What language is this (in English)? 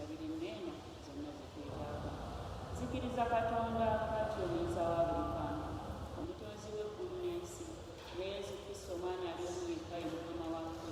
Ganda